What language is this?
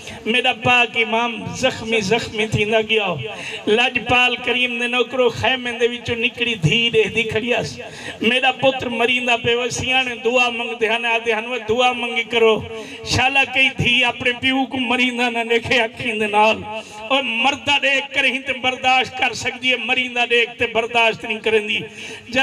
Saraiki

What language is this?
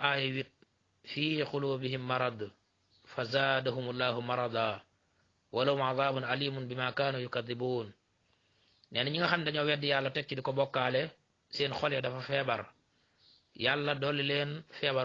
Wolof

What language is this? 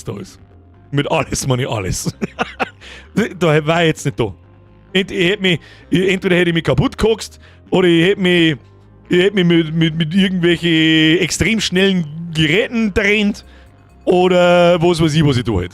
Bavarian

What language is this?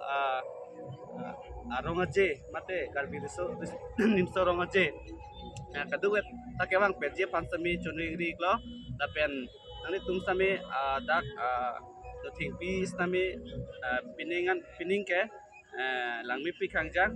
Karbi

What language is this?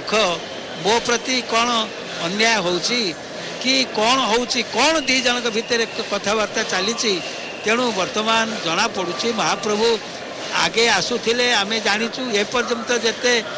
Odia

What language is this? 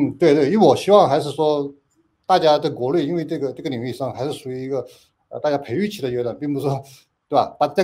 Chinese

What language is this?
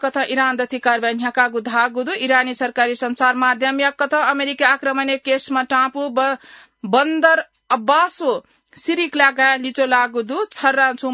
Newari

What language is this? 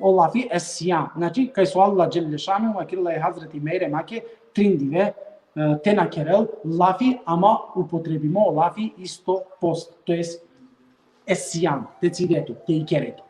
Balkan Romani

